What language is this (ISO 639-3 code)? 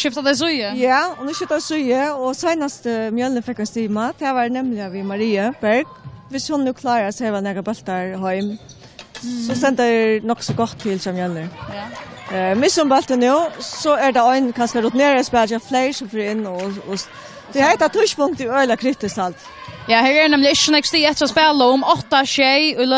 fao